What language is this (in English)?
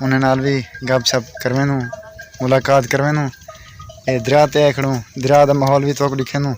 Saraiki